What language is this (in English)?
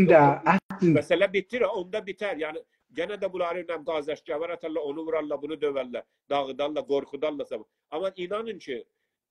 South Azerbaijani